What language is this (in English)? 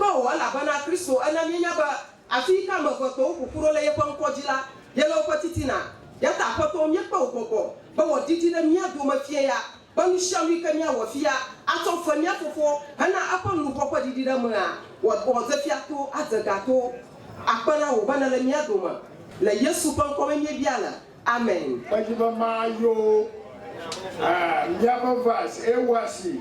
Ewe